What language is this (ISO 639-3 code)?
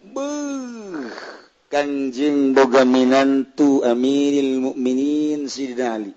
sun